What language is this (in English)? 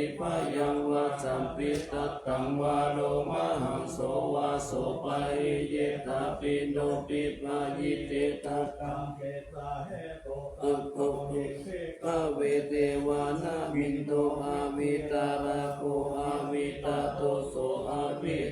Pali